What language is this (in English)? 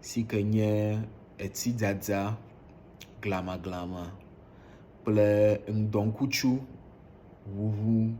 Ewe